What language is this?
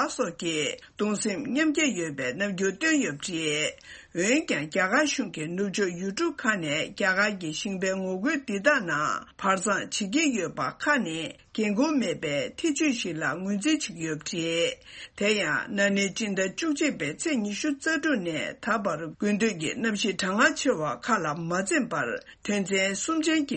Tibetan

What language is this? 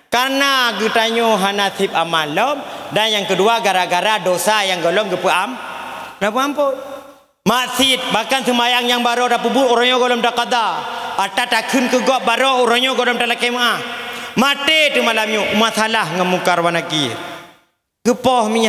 Achinese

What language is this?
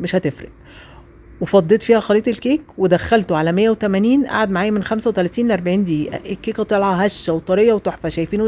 Egyptian Arabic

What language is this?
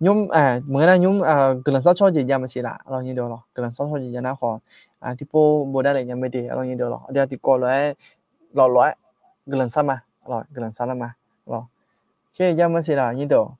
Akha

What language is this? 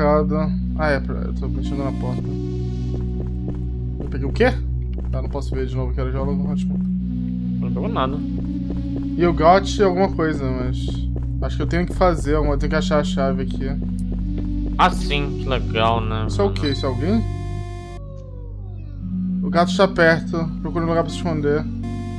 Portuguese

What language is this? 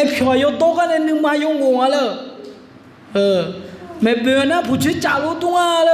Akha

